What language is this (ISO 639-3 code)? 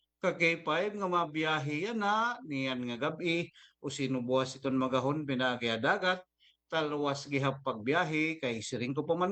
war